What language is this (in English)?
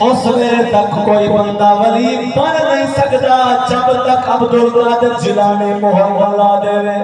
Saraiki